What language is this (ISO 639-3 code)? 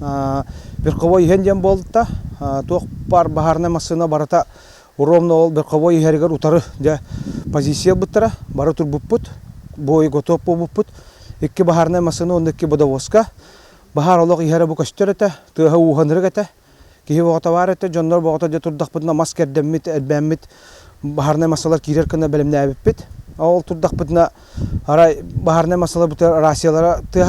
sah